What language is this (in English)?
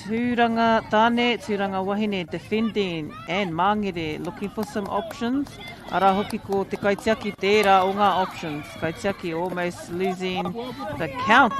Māori